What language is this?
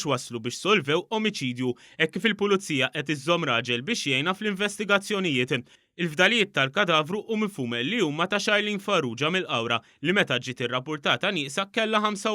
Maltese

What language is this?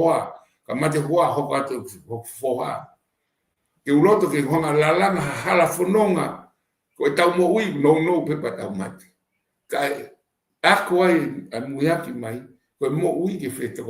Tongan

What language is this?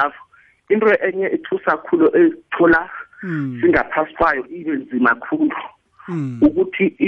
South Ndebele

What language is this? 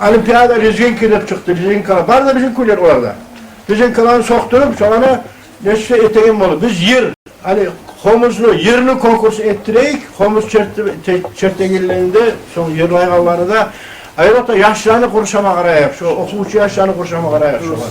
Kumyk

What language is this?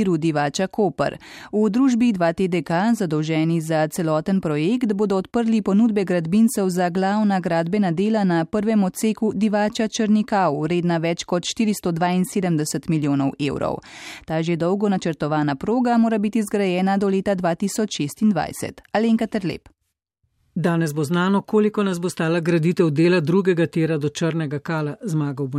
Slovenian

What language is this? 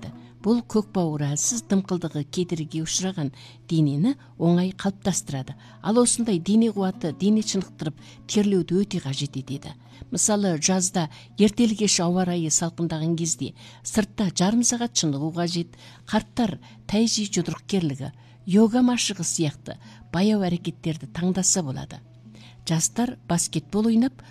Kazakh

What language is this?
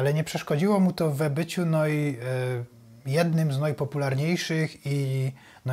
Silesian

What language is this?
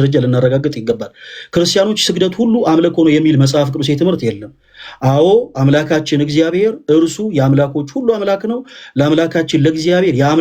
Amharic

